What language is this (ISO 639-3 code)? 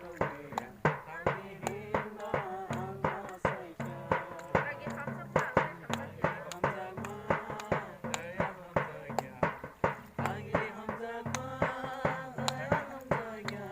trp